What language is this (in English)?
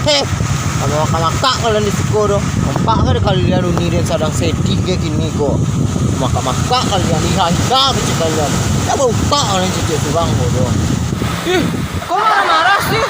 Minangkabau